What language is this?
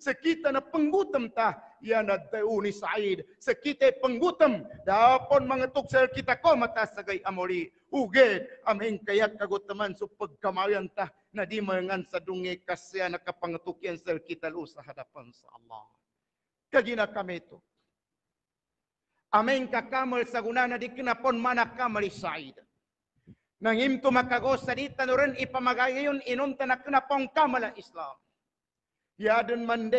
Maguindanaon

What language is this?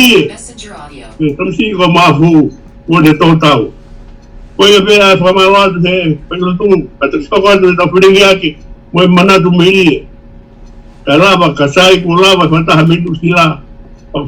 Tongan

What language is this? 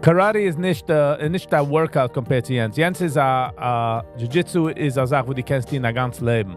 Yiddish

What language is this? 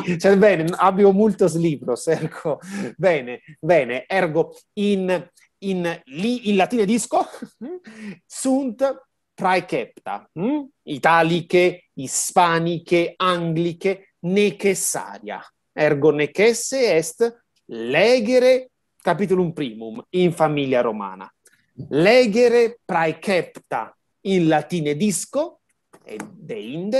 Latin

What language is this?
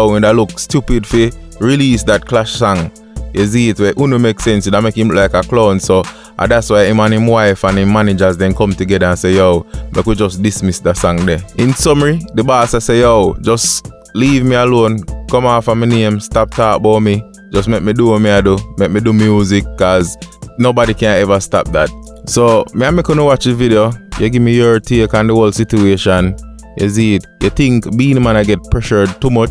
Jamaican Creole English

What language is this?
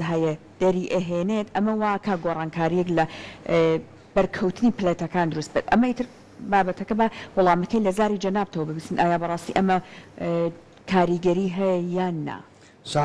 Central Kurdish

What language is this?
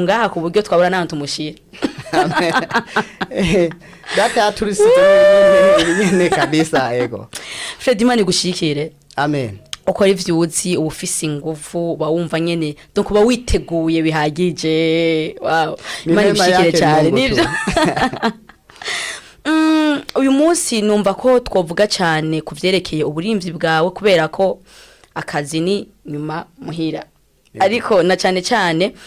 Rundi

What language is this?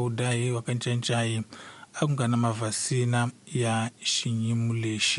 Tsonga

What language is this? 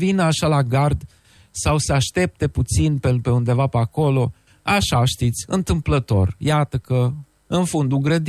Romanian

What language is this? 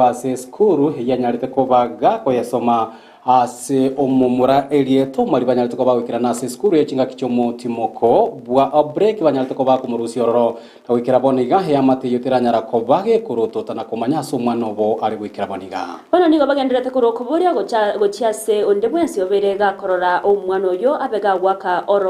Gusii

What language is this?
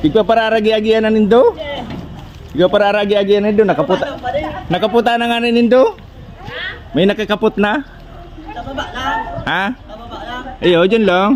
Bikol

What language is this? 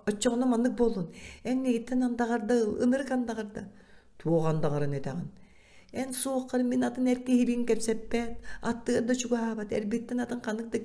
Yakut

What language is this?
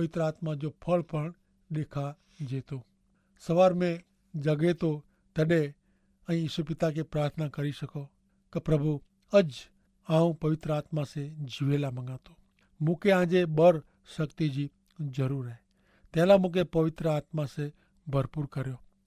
Kachhi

